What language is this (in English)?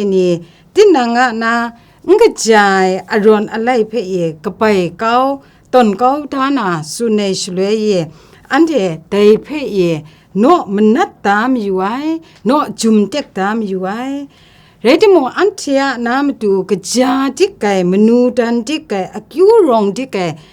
Kachin